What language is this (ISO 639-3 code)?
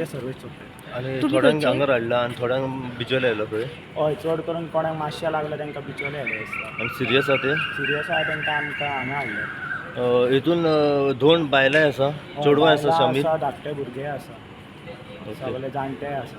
kok